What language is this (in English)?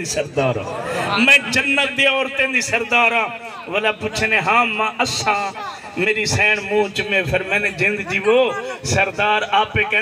Saraiki